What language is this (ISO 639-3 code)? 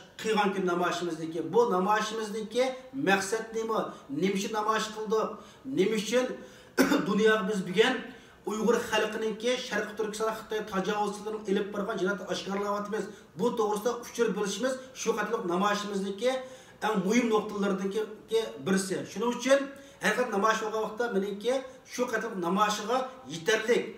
uig